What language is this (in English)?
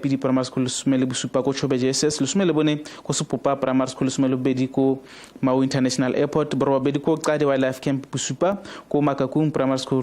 Tswana